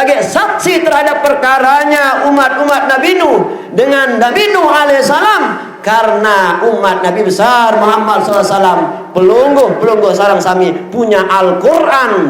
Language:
Sasak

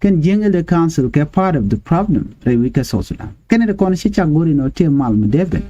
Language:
Nuer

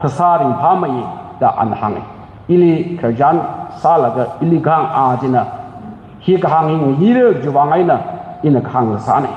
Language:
Tangkhul Naga (India)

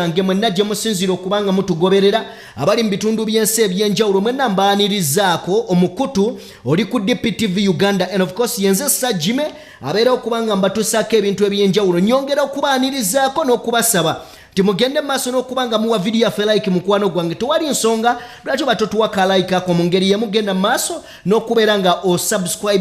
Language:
Ganda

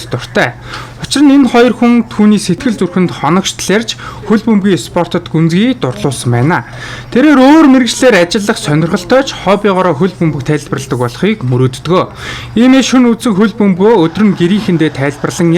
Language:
Mongolian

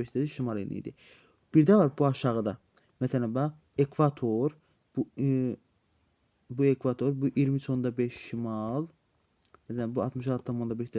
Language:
Azerbaijani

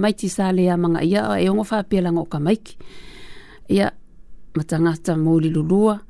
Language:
Samoan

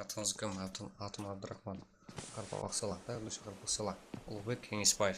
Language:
Kara-Kalpak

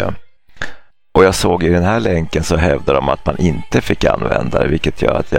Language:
Swedish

